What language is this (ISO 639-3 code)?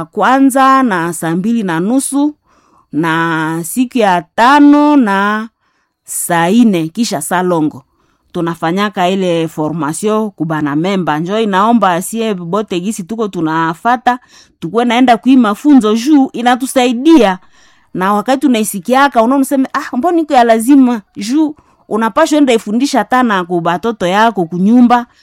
swa